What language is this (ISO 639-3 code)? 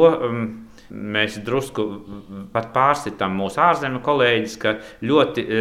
lav